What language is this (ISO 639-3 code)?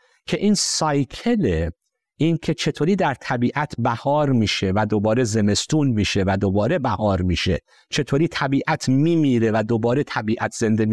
fas